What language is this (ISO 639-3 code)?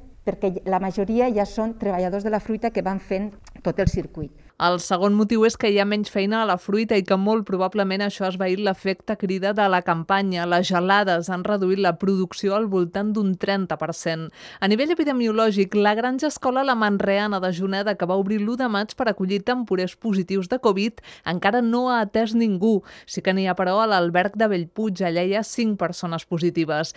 cat